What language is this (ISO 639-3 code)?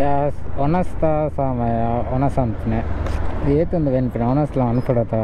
tcy